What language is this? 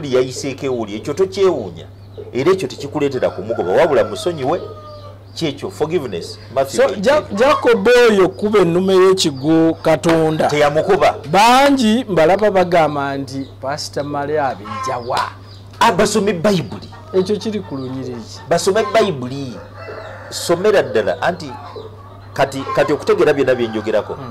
Ganda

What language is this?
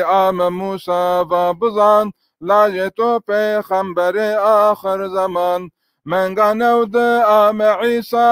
Zaza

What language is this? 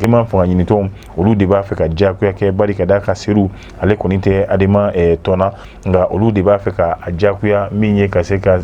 Bambara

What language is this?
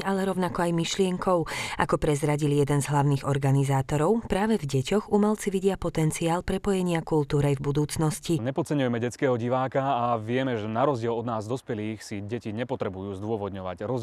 Slovak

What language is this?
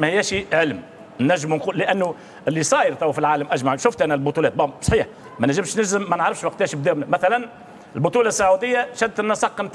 Tunisian Arabic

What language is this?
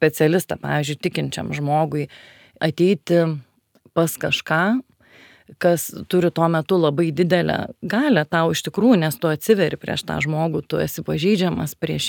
Lithuanian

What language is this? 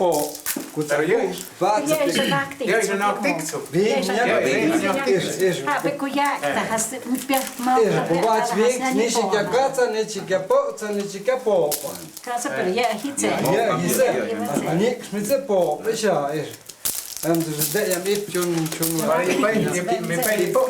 Totontepec Mixe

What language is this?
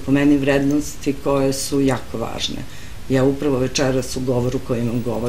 Serbian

